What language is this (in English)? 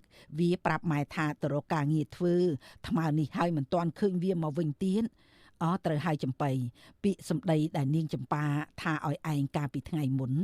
Khmer